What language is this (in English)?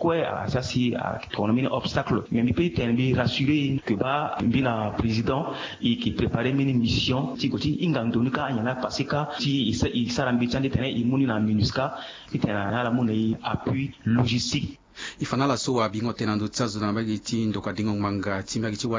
Sango